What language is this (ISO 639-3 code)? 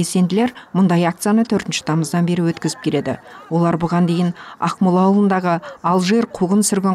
kaz